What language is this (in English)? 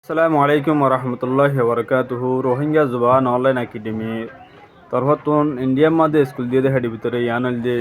Rohingya